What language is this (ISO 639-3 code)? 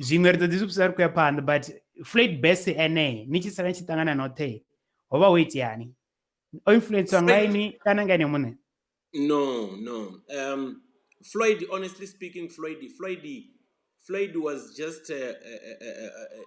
ven